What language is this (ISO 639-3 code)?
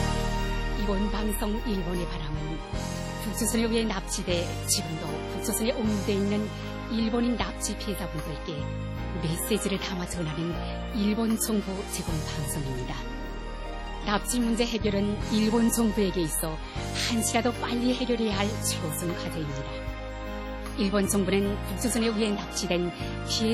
kor